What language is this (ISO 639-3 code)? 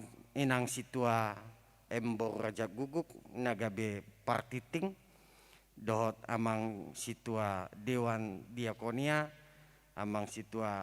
bbc